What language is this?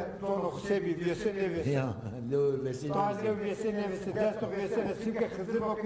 Zaza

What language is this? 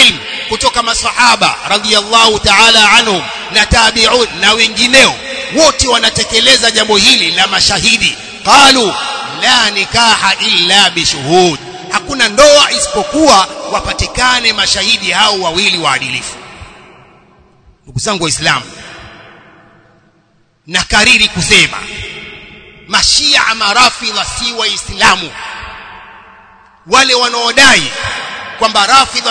Swahili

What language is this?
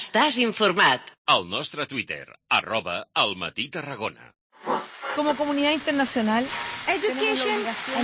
Catalan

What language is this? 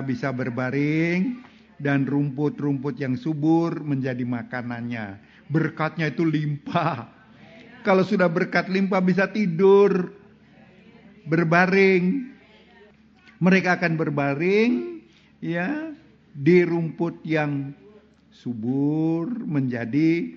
Indonesian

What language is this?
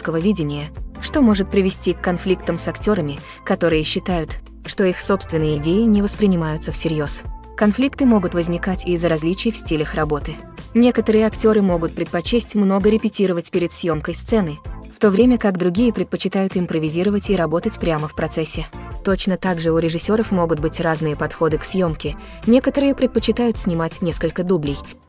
Russian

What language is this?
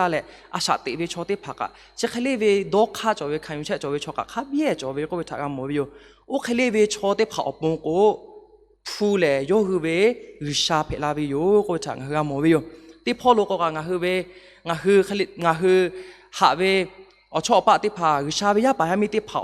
Lahu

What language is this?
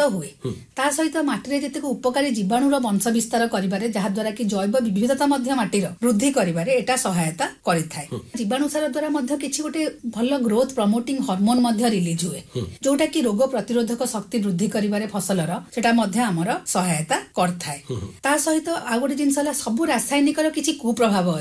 Odia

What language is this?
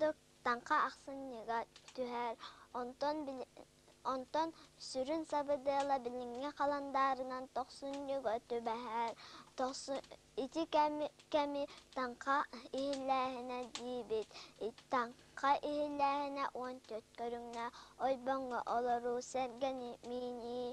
Yakut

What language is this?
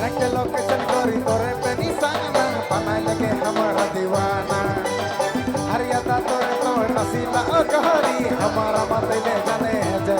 Sadri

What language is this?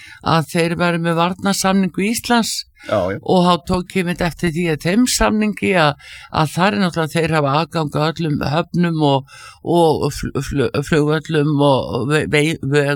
Icelandic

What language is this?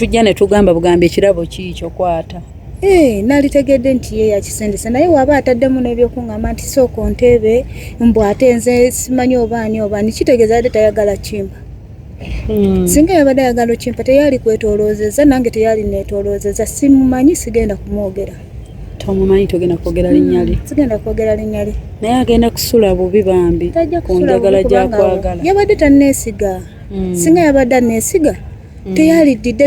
Ganda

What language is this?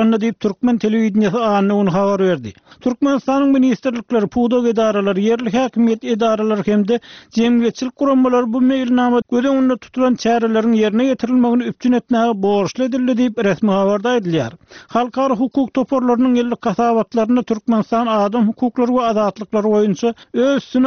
Turkmen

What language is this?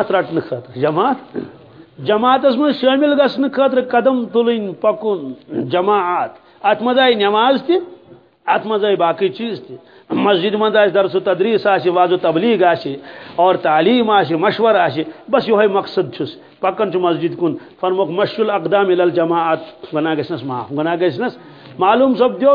Kashmiri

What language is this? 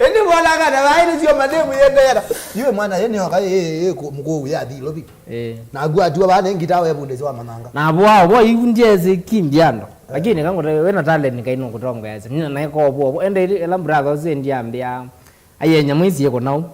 Kamba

